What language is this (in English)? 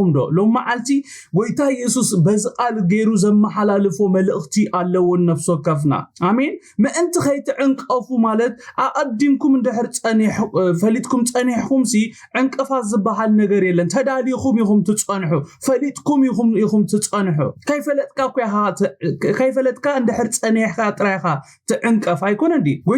Tigrinya